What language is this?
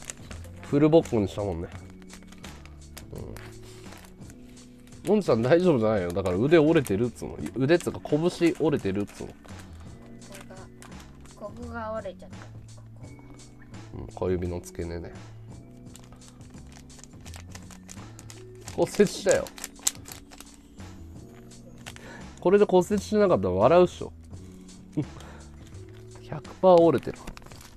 Japanese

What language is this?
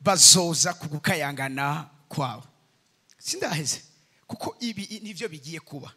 Rundi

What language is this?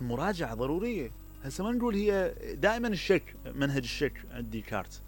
Mesopotamian Arabic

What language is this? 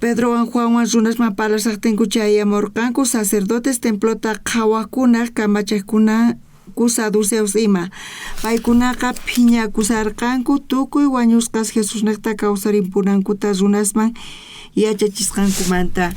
South Bolivian Quechua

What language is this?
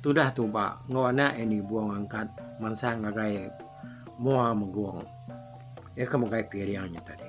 Iban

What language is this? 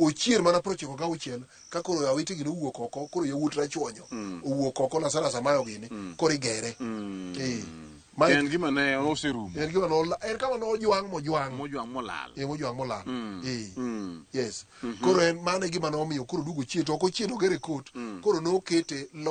Luo (Kenya and Tanzania)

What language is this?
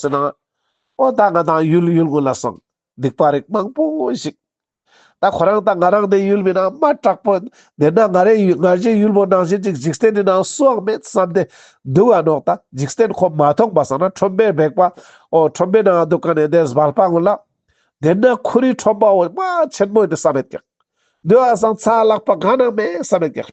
Ladakhi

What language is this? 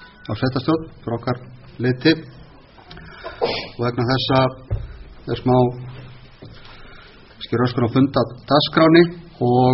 Icelandic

